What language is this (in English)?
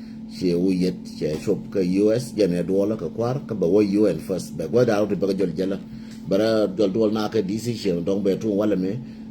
Nuer